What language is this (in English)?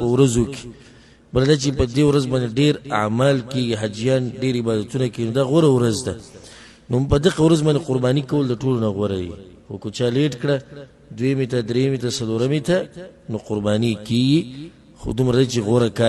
Pashto